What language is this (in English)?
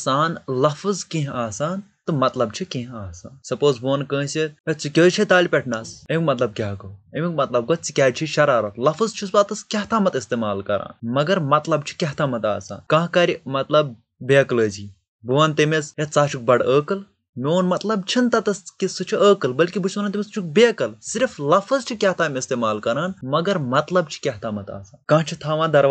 Kashmiri